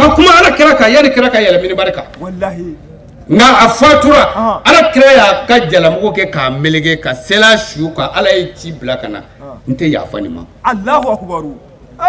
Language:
Bambara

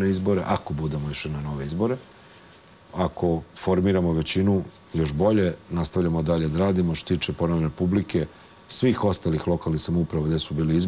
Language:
Serbian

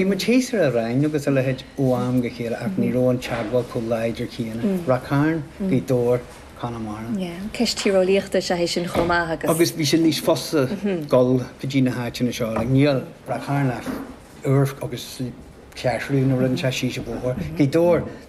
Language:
Irish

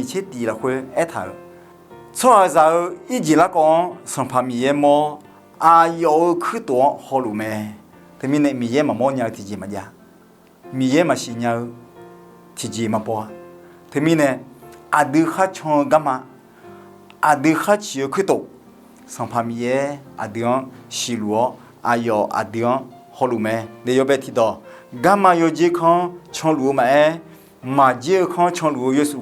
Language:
Akha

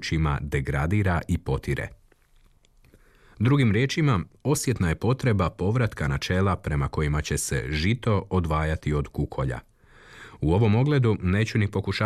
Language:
Croatian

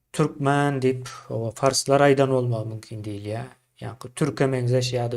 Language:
Turkmen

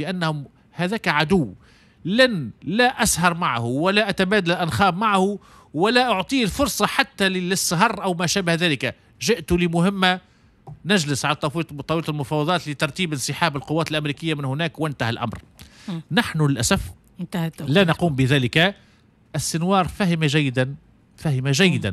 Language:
Tunisian Arabic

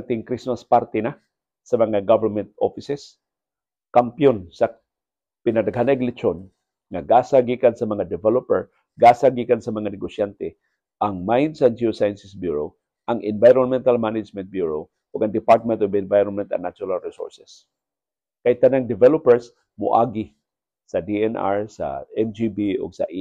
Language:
Cebuano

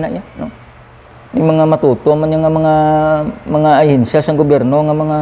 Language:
Hiligaynon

